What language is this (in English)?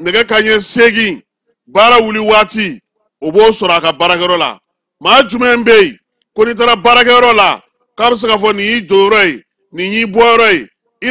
Bambara